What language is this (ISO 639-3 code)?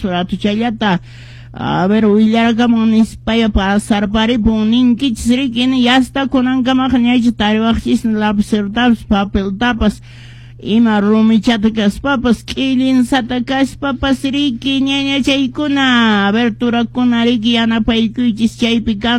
que